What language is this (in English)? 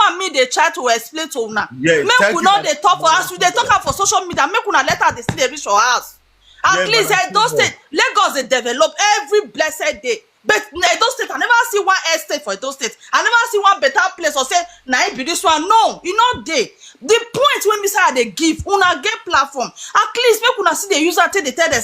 Nigerian Pidgin